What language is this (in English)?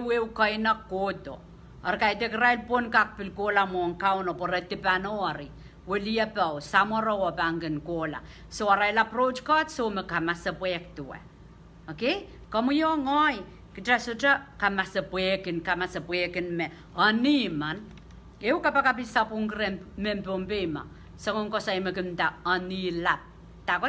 Pohnpeian